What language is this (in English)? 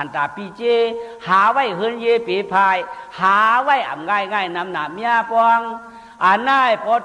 Shan